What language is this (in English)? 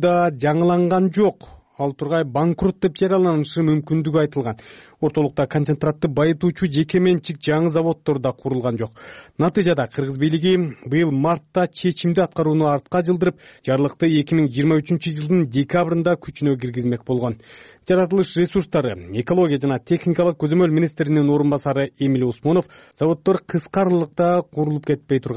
Kyrgyz